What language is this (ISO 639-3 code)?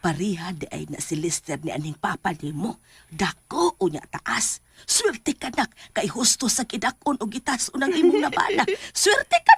ceb